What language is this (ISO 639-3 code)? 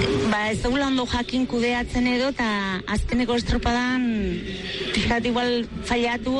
eus